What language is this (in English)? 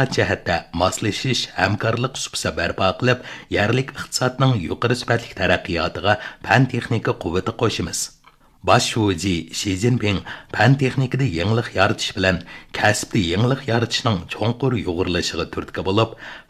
Uyghur